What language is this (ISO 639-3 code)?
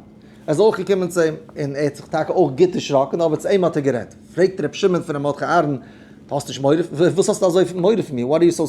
yid